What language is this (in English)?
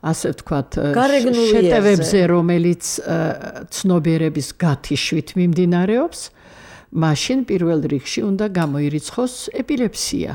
Georgian